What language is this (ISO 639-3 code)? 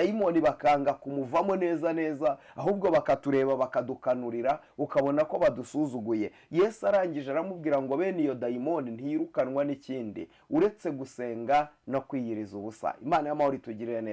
kin